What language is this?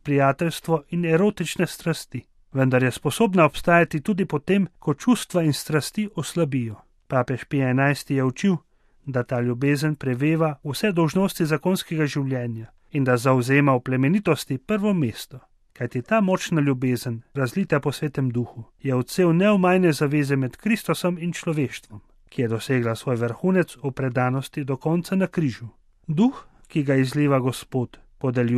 Slovenian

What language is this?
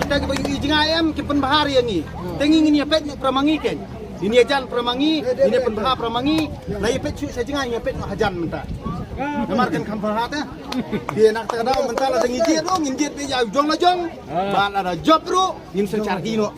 Khasi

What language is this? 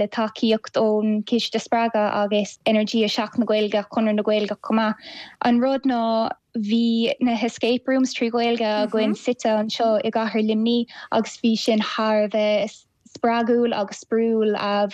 Irish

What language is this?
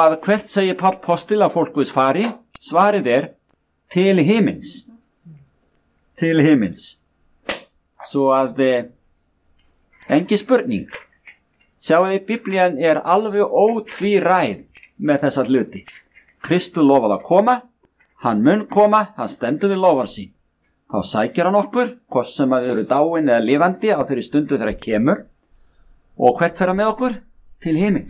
Icelandic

